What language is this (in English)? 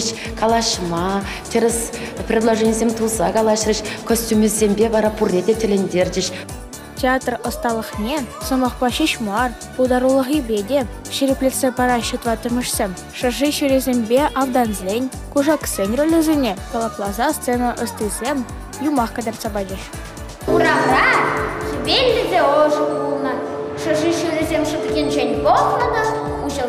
Chuvash